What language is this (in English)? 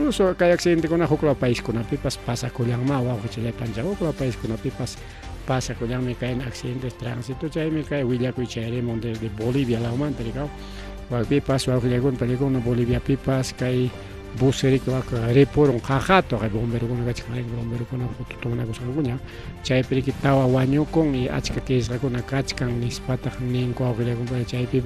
Ayacucho Quechua